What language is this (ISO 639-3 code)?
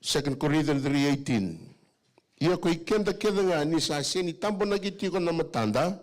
fij